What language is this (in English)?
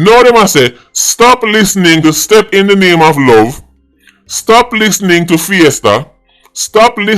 Jamaican Creole English